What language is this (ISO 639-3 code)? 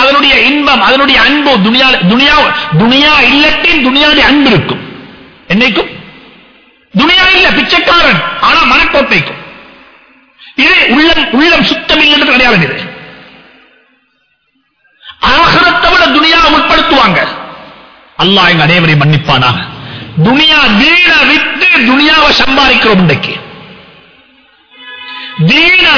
tam